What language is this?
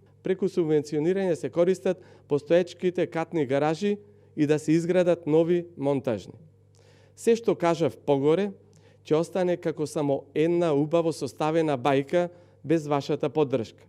Macedonian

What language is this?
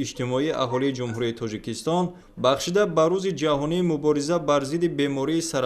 Tajik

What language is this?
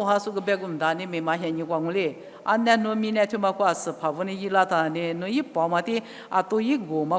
Lisu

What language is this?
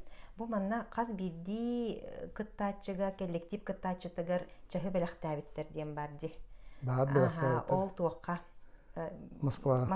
Yakut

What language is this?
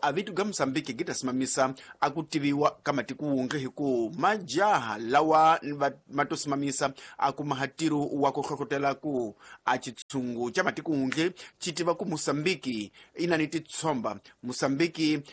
Tsonga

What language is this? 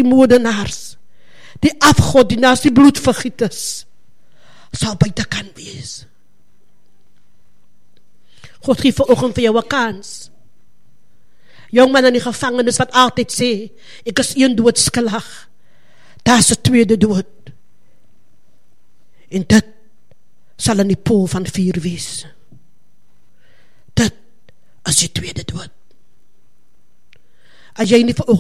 Afrikaans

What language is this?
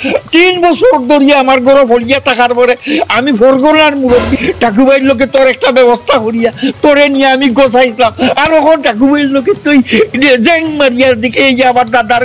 Sylheti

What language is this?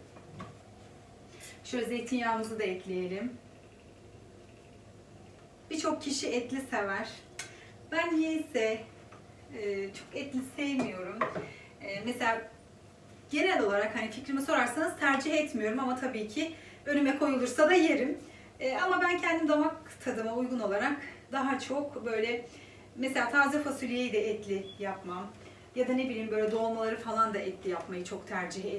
Turkish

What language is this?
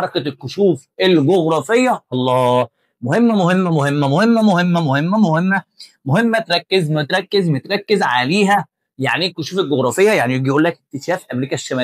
Egyptian Arabic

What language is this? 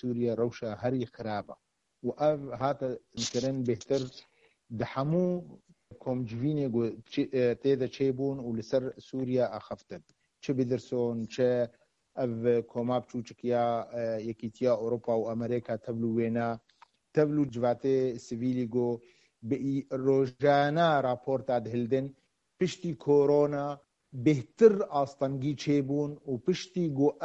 Kurdish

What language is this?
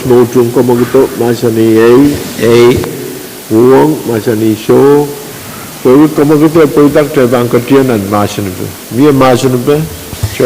Pohnpeian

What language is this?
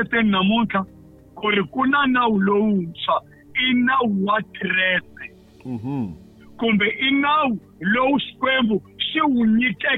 Tsonga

